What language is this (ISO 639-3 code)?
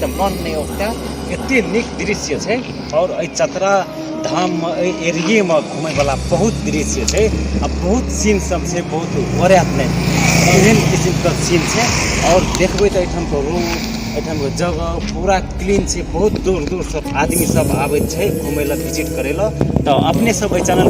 mai